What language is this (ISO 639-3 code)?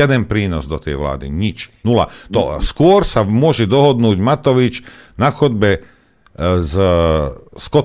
slk